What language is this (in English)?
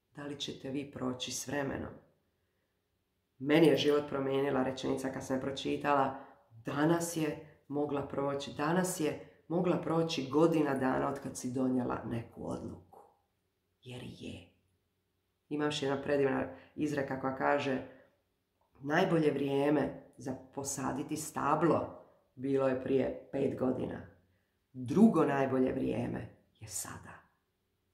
Croatian